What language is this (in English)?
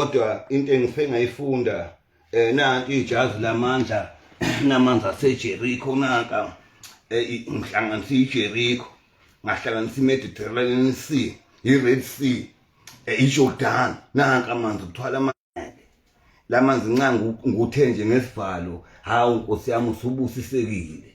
Zulu